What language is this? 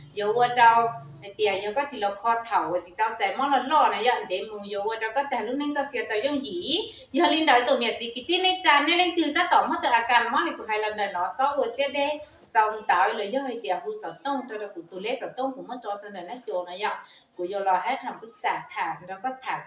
Hmong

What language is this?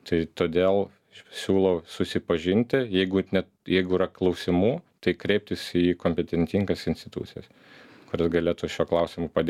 Lithuanian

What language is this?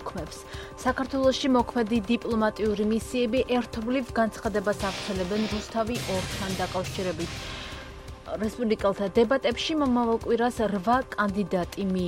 Georgian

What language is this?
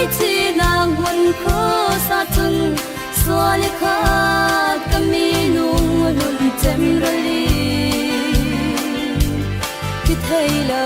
Falam Chin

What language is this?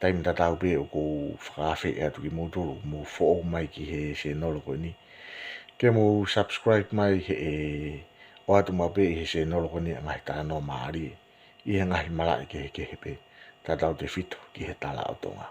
Tongan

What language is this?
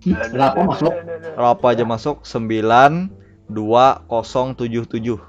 Banjar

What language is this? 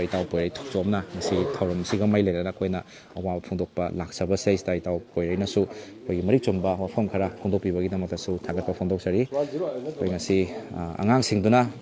Manipuri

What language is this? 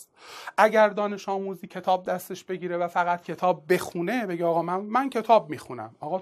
Persian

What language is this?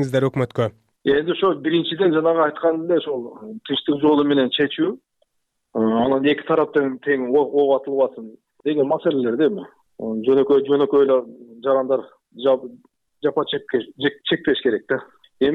Kyrgyz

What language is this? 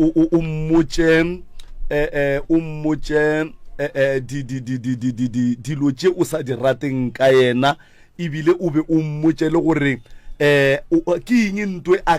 Northern Sotho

